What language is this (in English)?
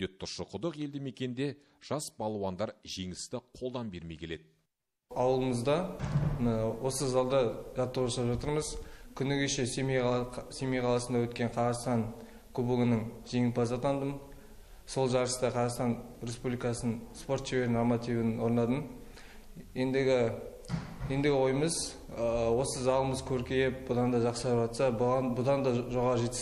Kazakh